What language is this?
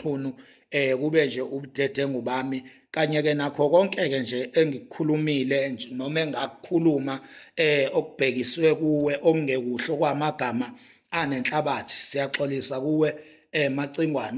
Zulu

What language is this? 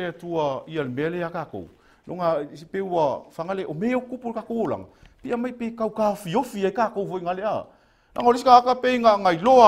Samoan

